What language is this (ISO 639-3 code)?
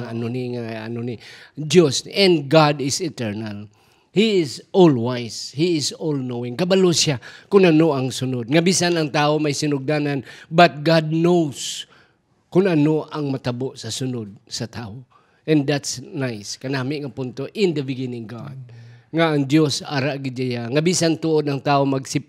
hil